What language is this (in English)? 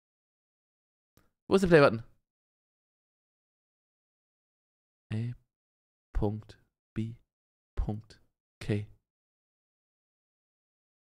German